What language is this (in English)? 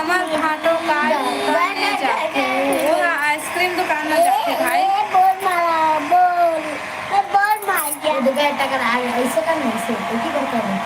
Chhattisgarhi